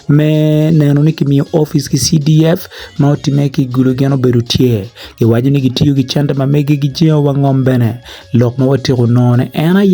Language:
Acoli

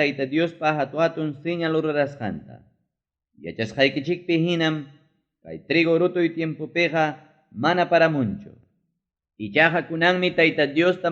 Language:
Ayacucho Quechua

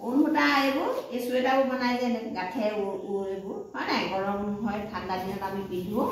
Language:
Assamese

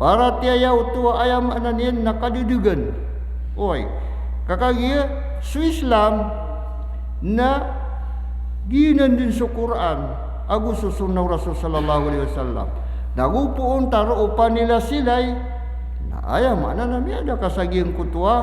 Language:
Maranao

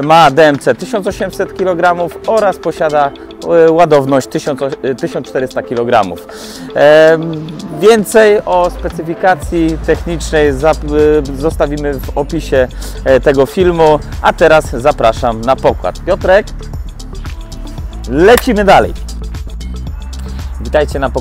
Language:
Polish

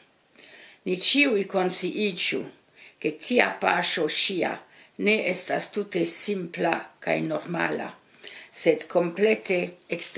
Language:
Esperanto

